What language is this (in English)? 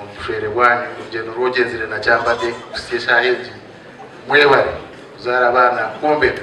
Nyankole